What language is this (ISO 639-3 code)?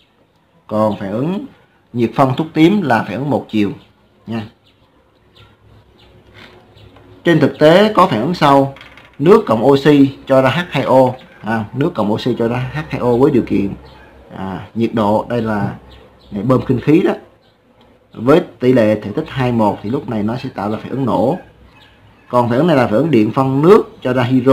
vie